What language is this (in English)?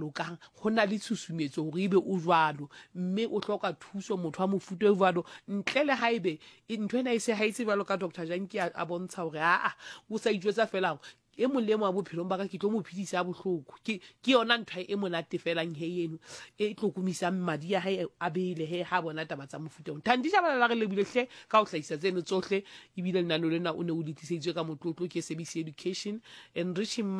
Southern Sotho